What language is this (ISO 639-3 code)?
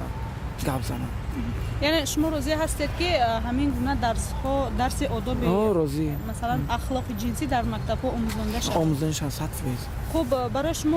tgk